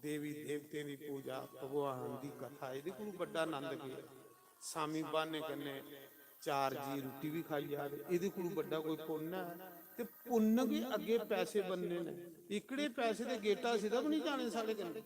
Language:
Dogri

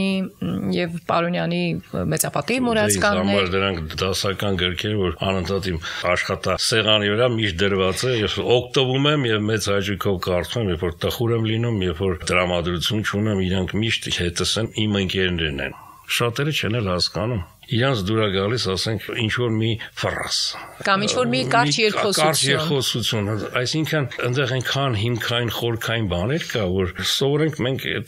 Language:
Armenian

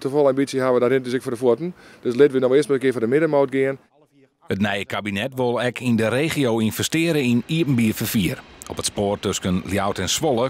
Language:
Western Frisian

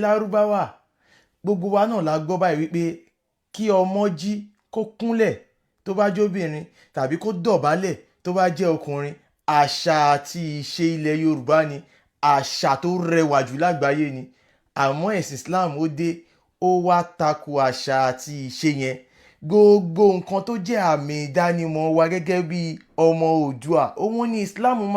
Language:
Yoruba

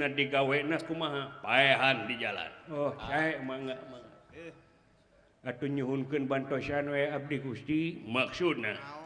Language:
Sundanese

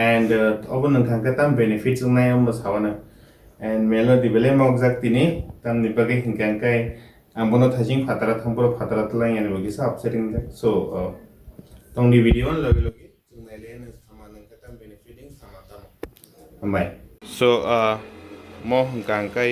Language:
Kok Borok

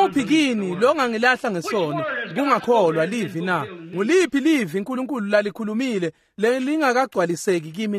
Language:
Swati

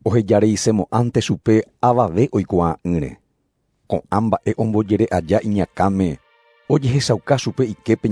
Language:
Guarani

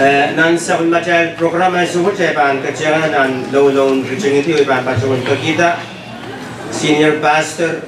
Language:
Pohnpeian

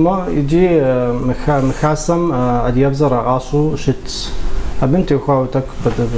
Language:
Kabardian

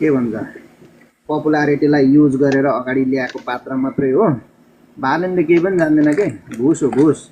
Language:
Nepali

